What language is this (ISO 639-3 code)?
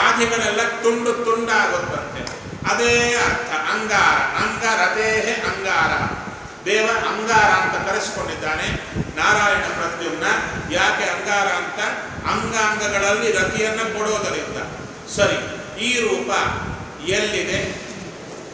kan